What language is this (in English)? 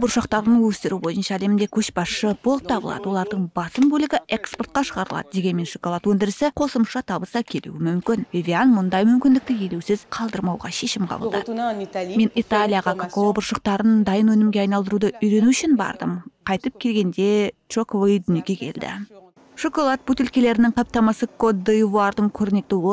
Kazakh